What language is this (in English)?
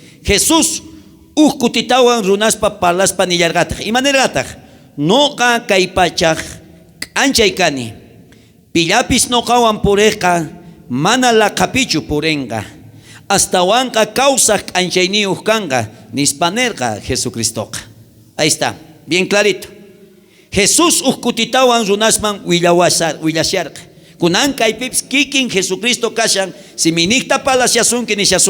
South Bolivian Quechua